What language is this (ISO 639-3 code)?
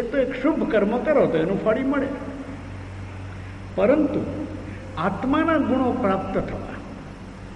guj